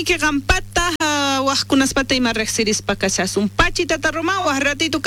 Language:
South Bolivian Quechua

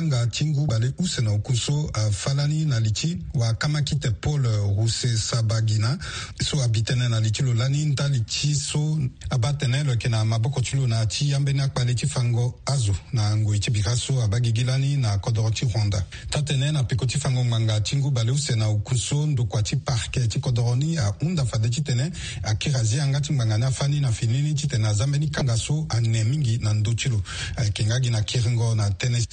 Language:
Sango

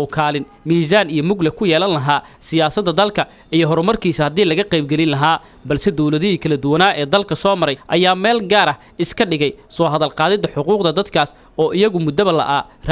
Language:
Somali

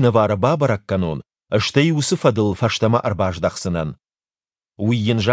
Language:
Ossetic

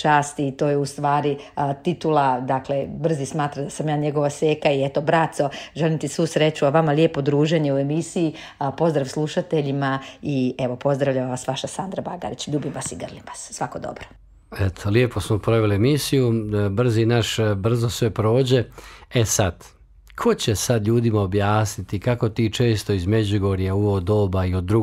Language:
Croatian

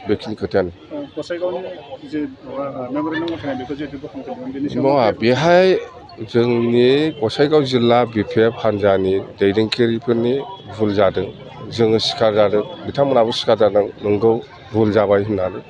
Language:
Bodo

